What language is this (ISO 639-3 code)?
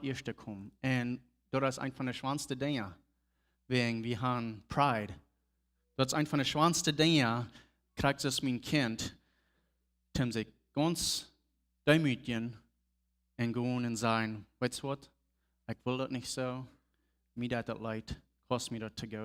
pdt